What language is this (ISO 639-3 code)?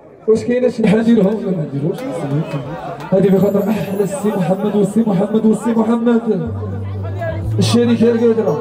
ary